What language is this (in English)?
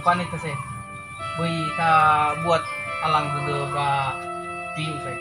Nias